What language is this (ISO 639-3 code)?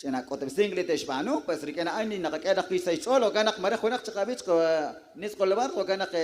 kek